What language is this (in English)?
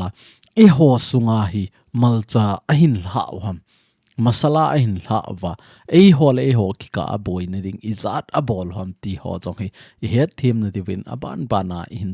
Thado Chin